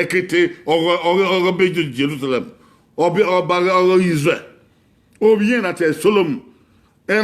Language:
Bini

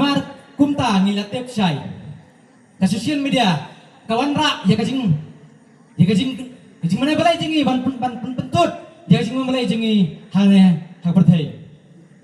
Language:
Khasi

